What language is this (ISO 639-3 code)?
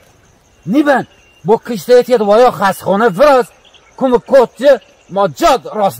zza